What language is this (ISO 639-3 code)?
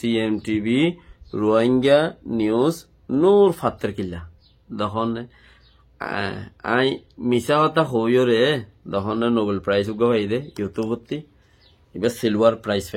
rhg